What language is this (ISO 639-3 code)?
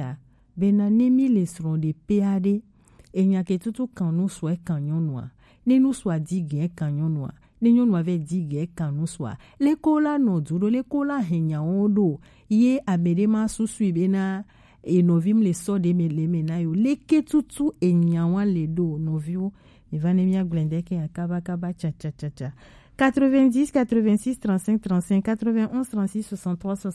gej